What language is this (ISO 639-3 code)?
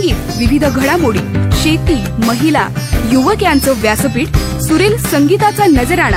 mar